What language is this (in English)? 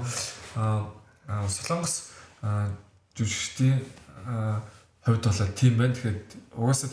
Mongolian